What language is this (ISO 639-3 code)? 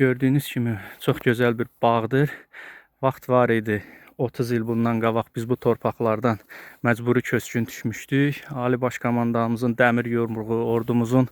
aze